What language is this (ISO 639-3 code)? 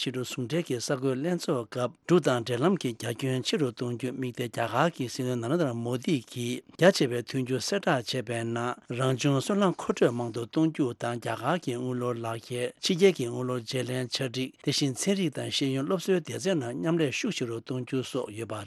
bod